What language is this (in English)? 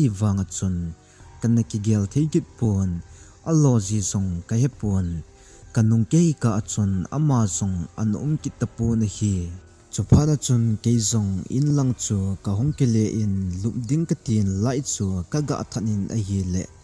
Thado Chin